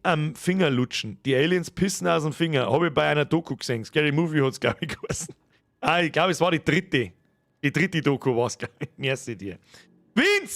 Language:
Bavarian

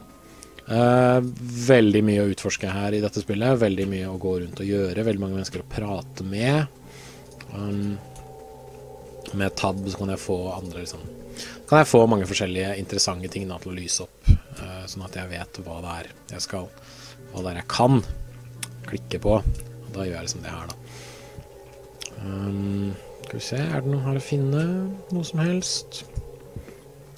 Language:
Norwegian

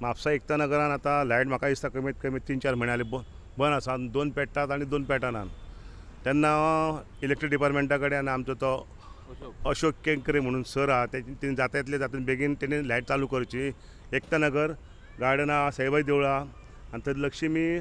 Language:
Konkani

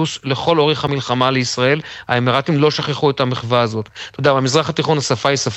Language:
Hebrew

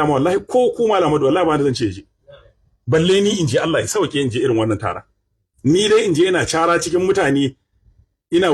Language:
Hausa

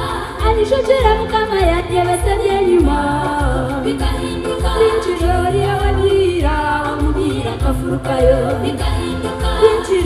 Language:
Nyankole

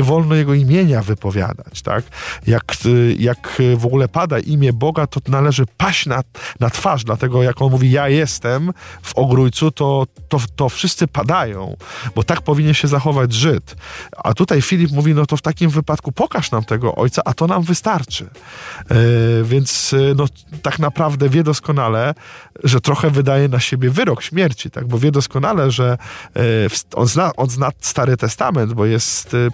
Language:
Polish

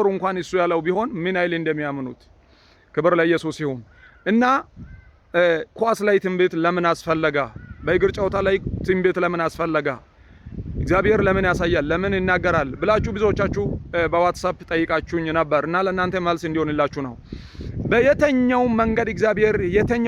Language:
Amharic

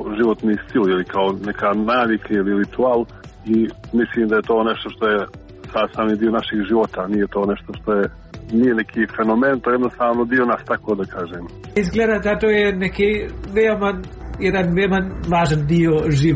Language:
Serbian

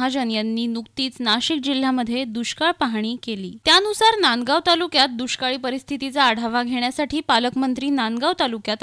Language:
Marathi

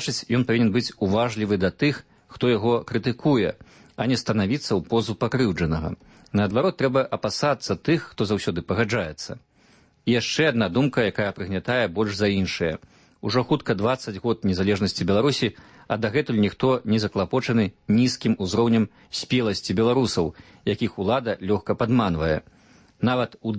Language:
Belarusian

